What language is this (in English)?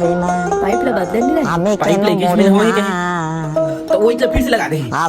Chhattisgarhi